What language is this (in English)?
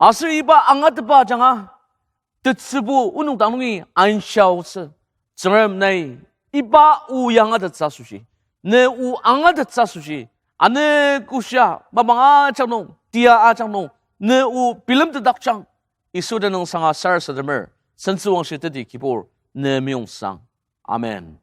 Ao Naga